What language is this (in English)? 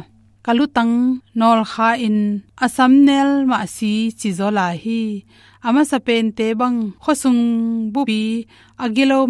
Tedim Chin